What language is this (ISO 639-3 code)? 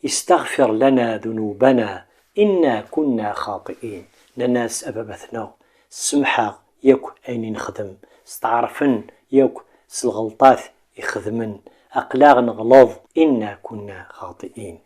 kab